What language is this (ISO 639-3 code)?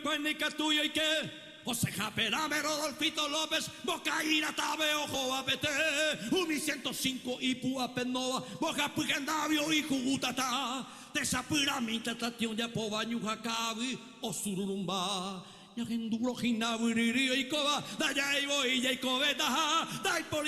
grn